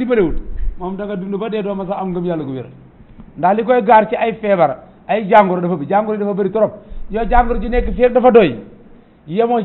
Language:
Wolof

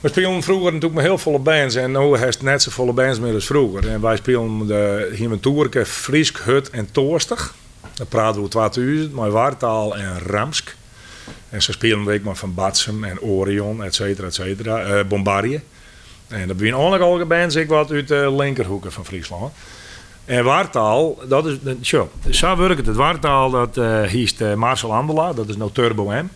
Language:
Western Frisian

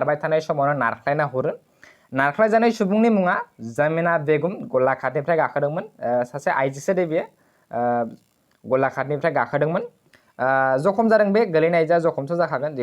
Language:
Bodo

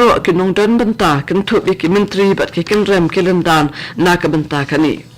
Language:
Khasi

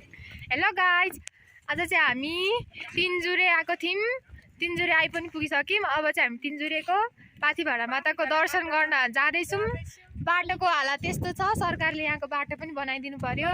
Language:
Nepali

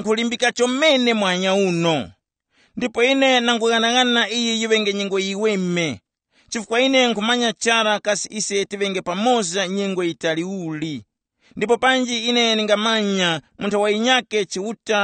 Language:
Tumbuka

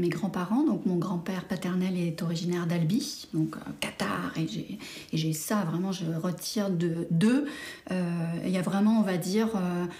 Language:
French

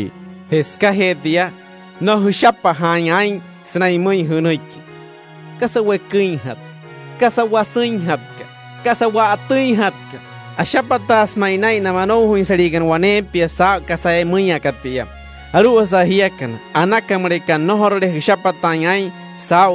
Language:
Wayuu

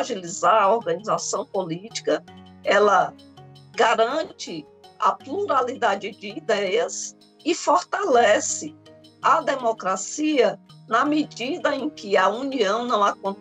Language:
Portuguese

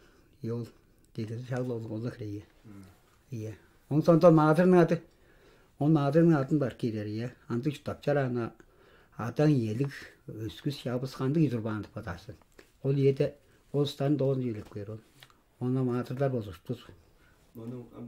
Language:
Tuvinian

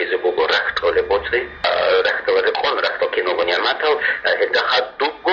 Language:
Avaric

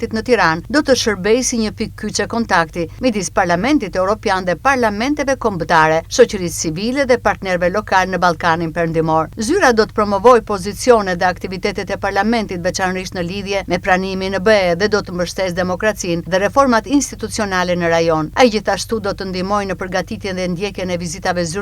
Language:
Albanian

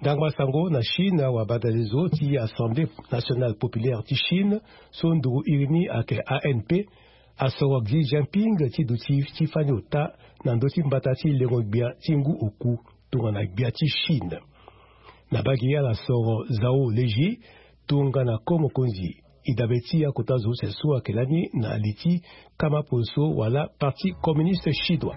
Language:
Sango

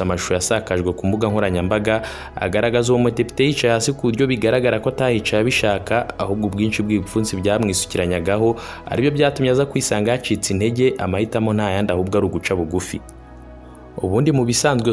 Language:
Kinyarwanda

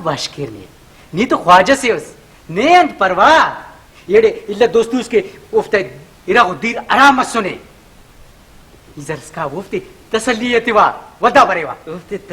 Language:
Brahui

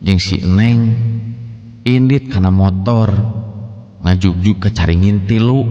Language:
Sundanese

